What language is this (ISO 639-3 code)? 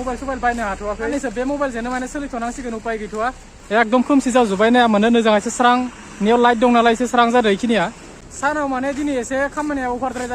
brx